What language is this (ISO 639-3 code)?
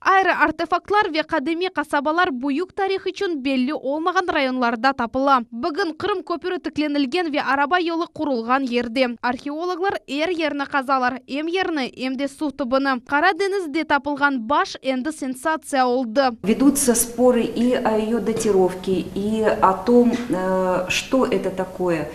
crh